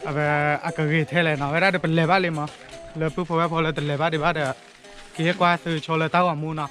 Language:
S'gaw Karen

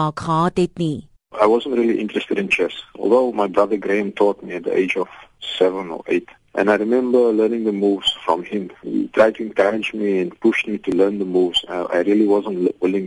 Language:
English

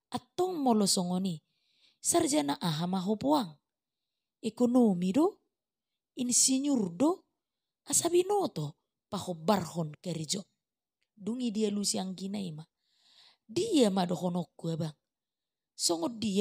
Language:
Batak Toba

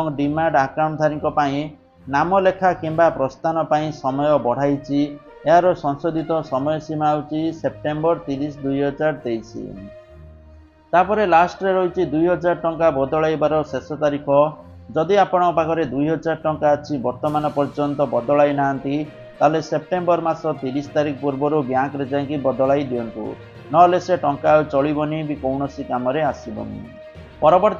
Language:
Odia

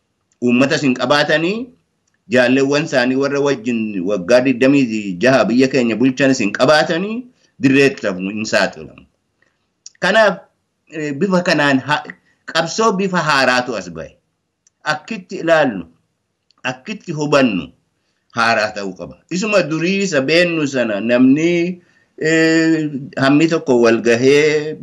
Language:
Oromo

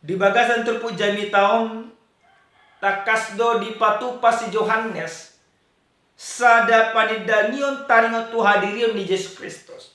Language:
Batak Toba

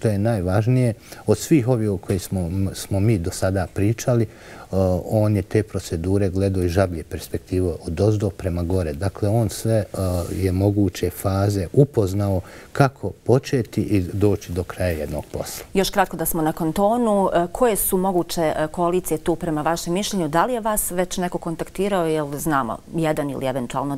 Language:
Bosnian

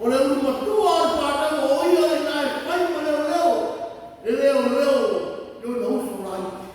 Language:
Samoan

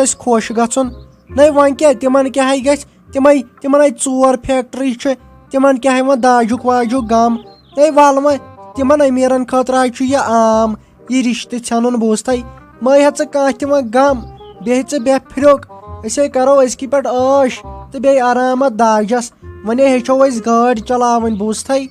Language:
Kashmiri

